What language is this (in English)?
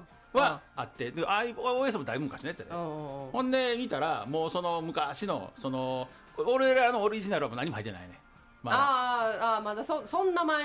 Japanese